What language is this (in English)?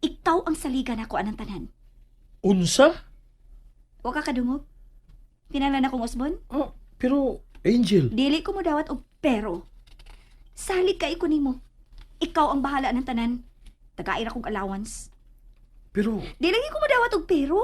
Cebuano